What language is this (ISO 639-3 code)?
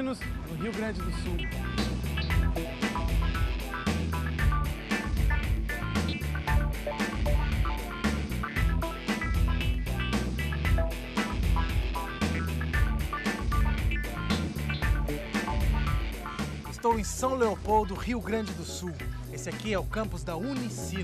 por